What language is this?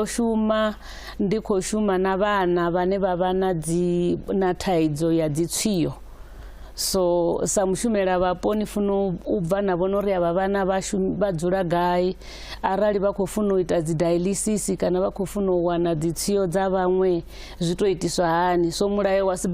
Venda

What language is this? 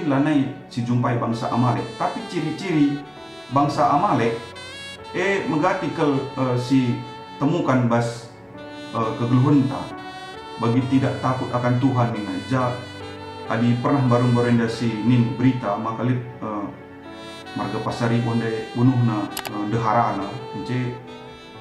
Batak Karo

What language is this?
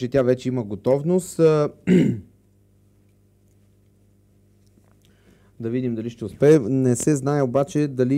Bulgarian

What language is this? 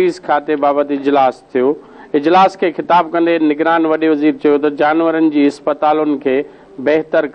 Sindhi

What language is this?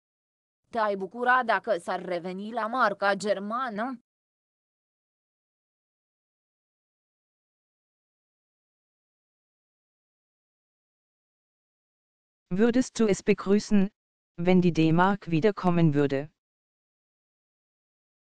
Romanian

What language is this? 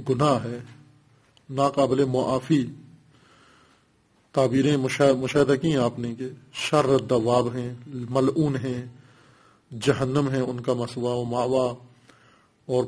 Urdu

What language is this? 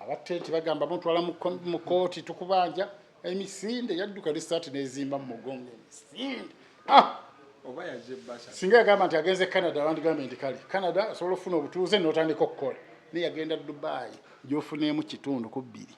Ganda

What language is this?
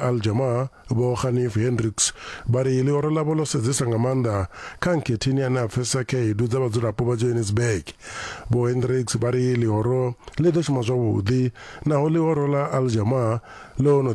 Venda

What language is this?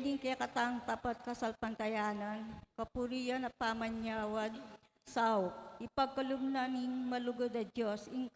Pampanga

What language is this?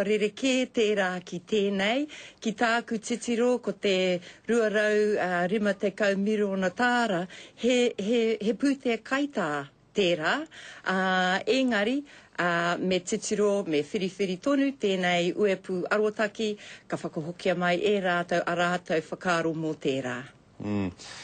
Māori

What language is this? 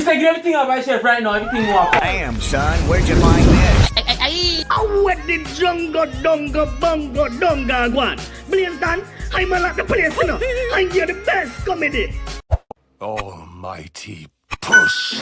Jamaican Creole English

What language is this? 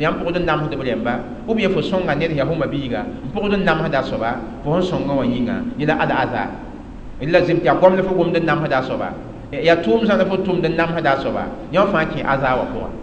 Mossi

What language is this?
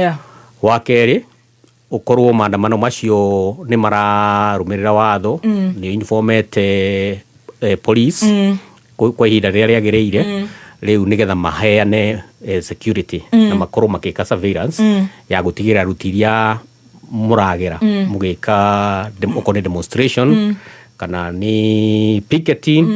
Kikuyu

